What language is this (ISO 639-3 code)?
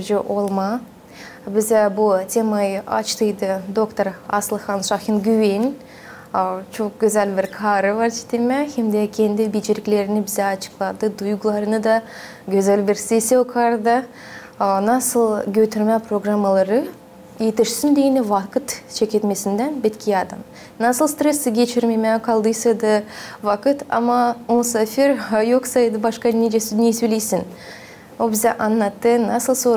gag